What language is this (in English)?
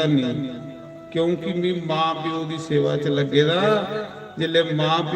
Dogri